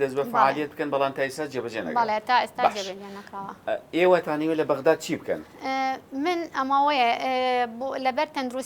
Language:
Central Kurdish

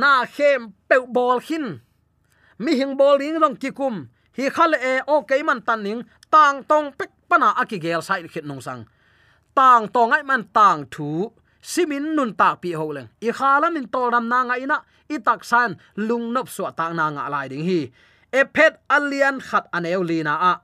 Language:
Tedim Chin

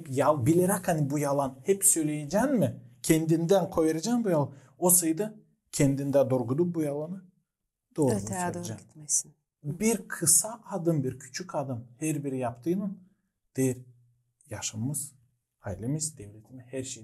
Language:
Gagauz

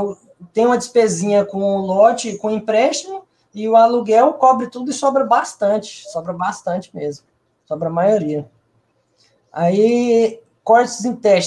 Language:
Portuguese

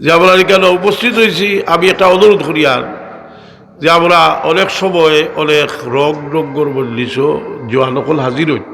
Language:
Sylheti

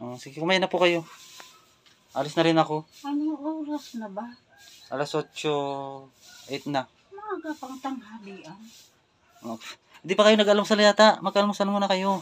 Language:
Filipino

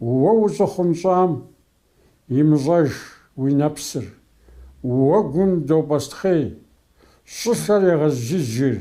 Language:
Kabardian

